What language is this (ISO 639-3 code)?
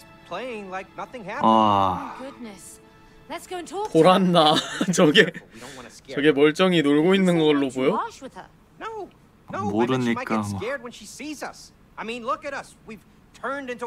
kor